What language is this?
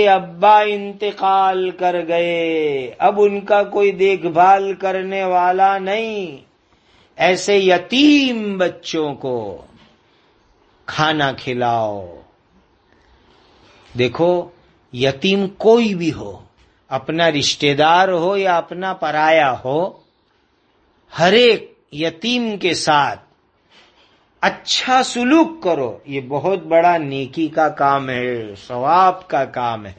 Urdu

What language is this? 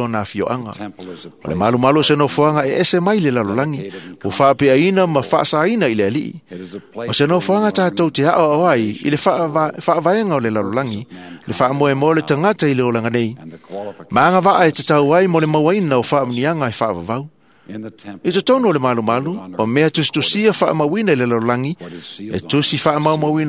Samoan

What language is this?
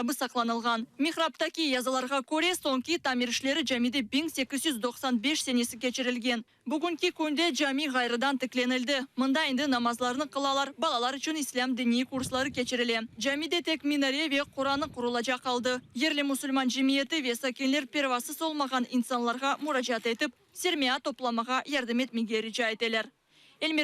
Crimean Tatar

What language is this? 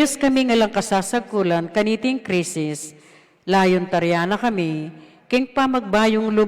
Pampanga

